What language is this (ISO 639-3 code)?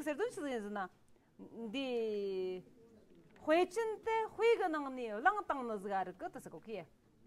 bod